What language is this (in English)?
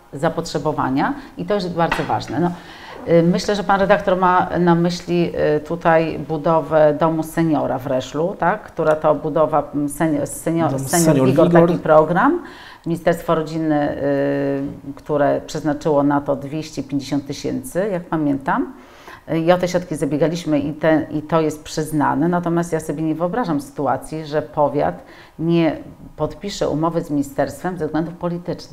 Polish